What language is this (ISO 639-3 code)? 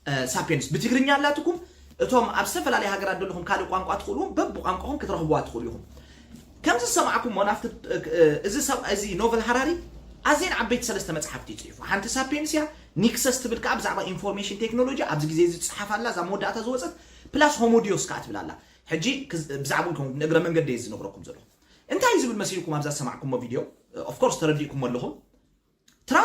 tir